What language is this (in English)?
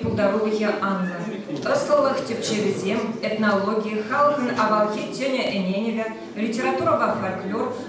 Chuvash